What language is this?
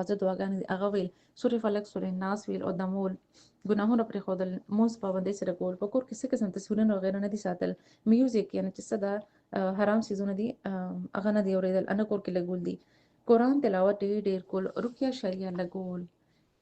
Pashto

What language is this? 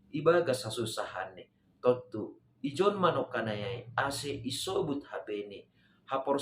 Batak Simalungun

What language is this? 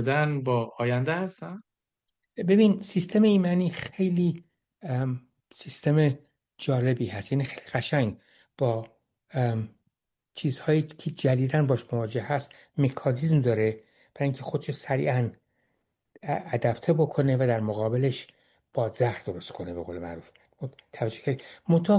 Persian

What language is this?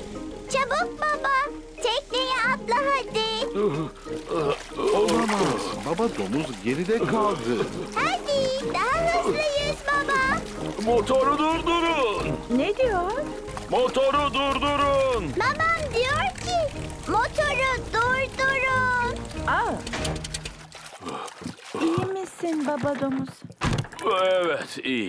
Turkish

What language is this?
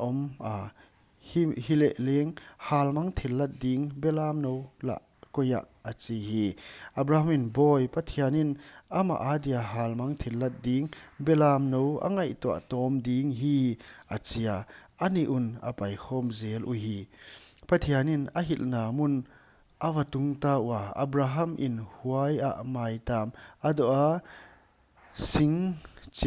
Paite Chin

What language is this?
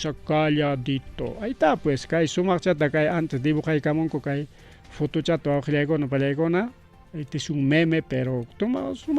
Ayacucho Quechua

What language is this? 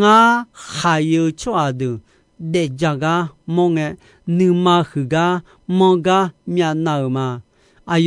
Akha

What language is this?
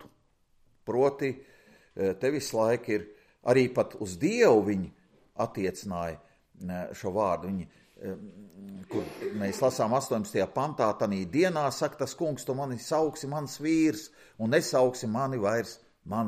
Latvian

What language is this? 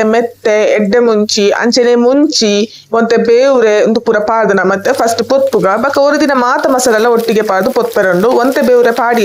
Tulu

